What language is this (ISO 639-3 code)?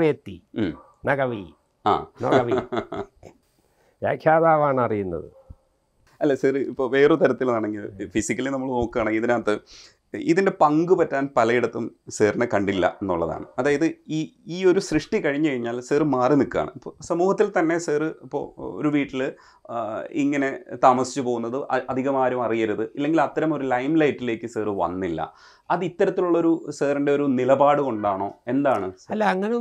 mal